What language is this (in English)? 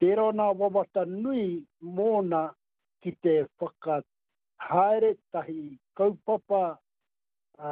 Māori